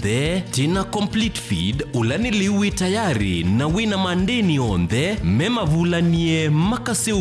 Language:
Kamba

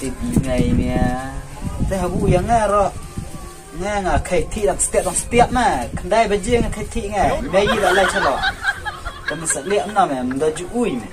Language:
Khasi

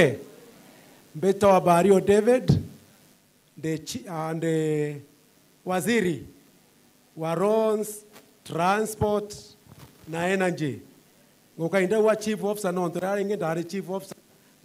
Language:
Meru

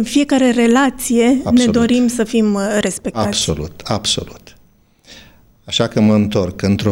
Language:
Romanian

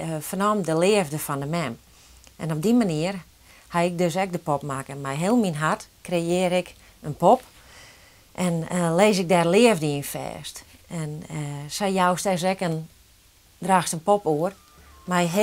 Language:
Western Frisian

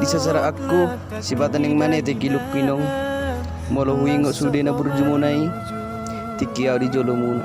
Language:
Batak Toba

